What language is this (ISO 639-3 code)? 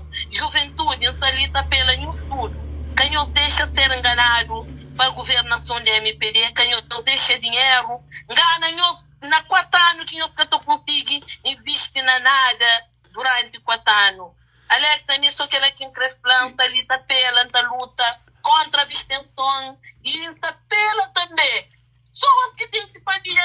kea